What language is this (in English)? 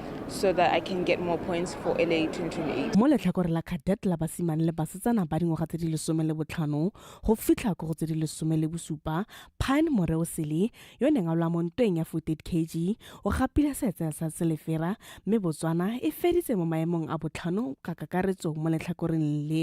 Tswana